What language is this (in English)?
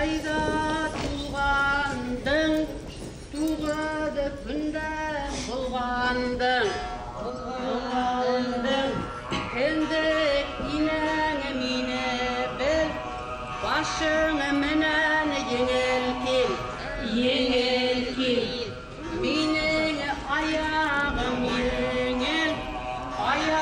Bashkir